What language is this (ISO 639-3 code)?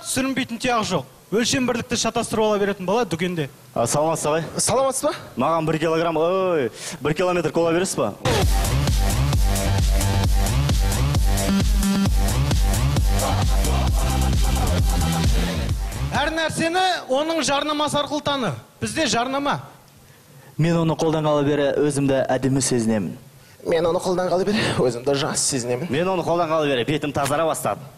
kaz